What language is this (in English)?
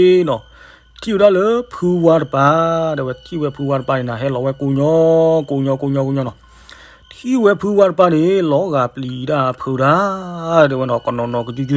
S'gaw Karen